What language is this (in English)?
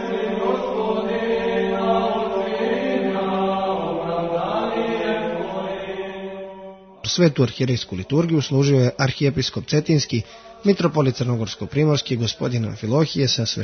Serbian